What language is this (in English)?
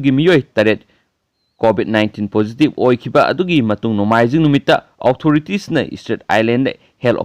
Manipuri